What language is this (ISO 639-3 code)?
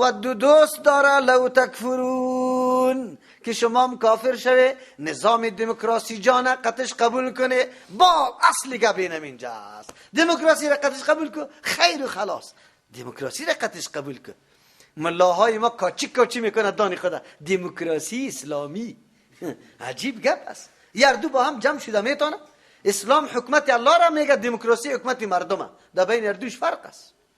fas